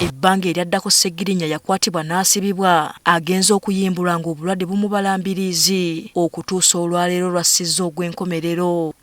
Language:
Ganda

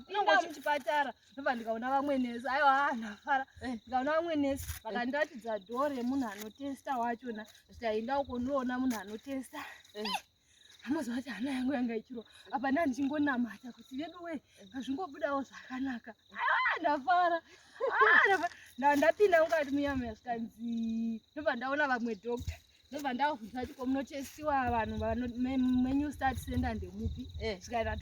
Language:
Shona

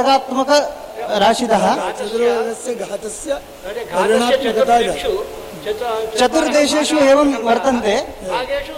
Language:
Sanskrit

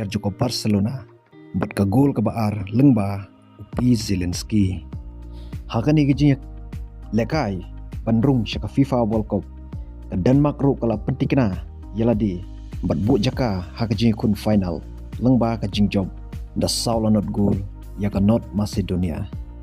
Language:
Khasi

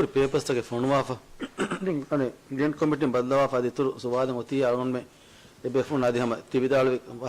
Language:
Divehi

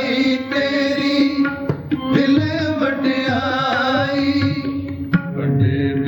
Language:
Punjabi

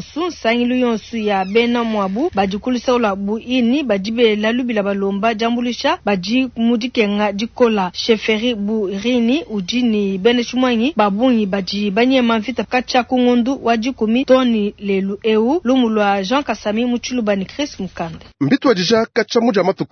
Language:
Luba-Lulua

